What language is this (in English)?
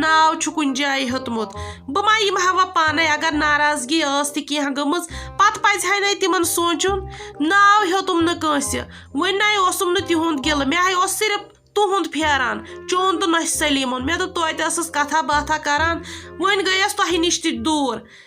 Kashmiri